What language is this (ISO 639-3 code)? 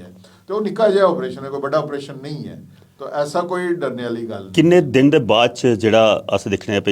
doi